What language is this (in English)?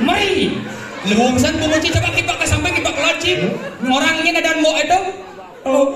Balinese